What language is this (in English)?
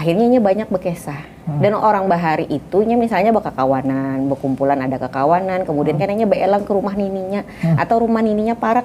Banjar